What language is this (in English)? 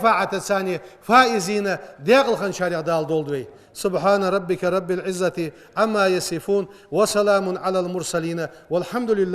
Ingush